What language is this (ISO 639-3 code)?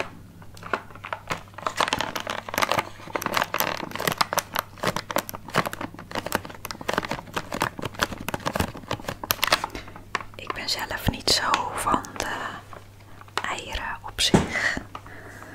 nld